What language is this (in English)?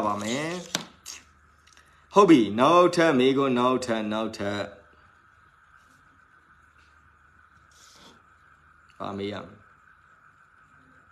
Burmese